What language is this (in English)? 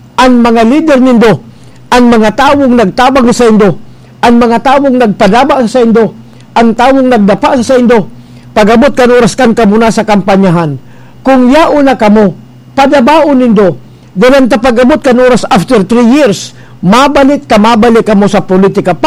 Bikol